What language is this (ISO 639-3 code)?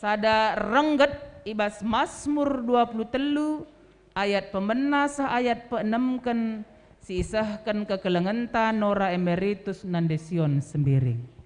btx